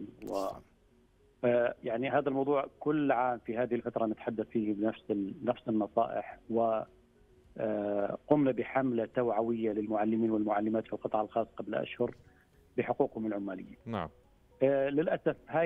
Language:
South Levantine Arabic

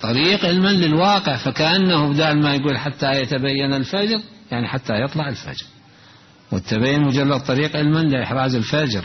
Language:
Mesopotamian Arabic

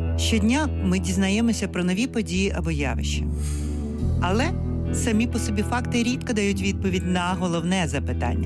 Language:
Ukrainian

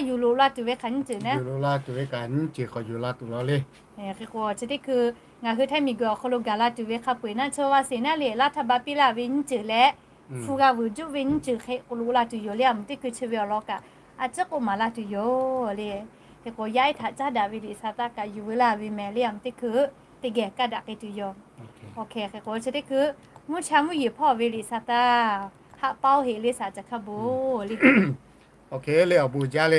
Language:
Lahu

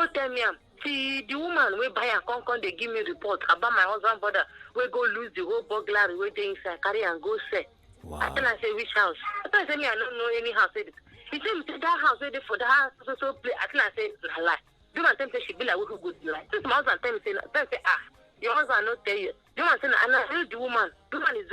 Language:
Nigerian Pidgin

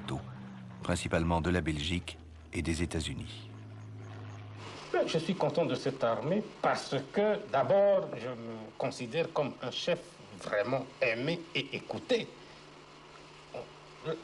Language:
French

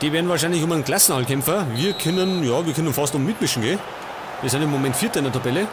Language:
Bavarian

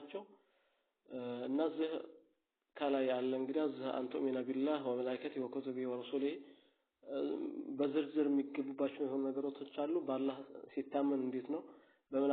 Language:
Amharic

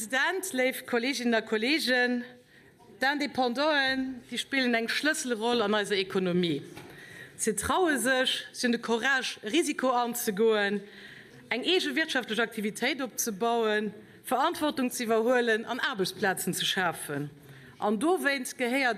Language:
Luxembourgish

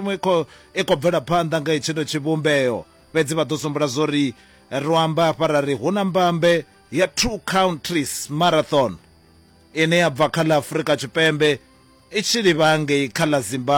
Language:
Venda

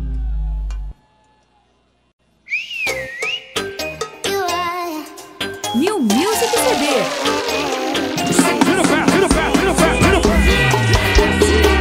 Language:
Portuguese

